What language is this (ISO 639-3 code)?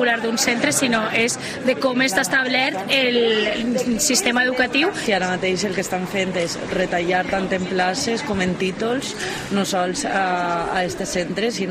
cat